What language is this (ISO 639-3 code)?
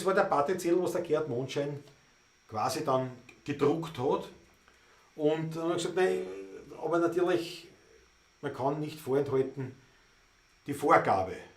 bar